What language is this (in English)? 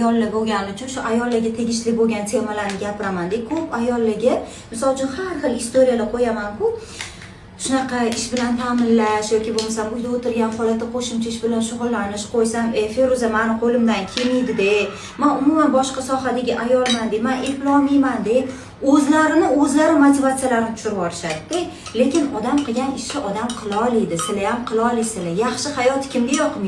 Uzbek